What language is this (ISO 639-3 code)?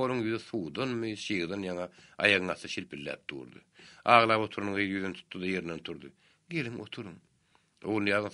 tuk